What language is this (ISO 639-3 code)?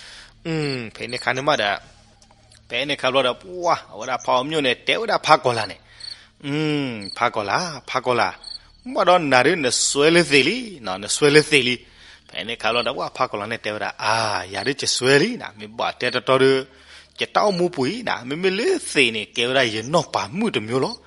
ksw